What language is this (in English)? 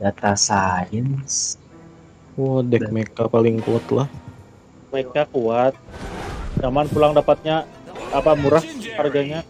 Banjar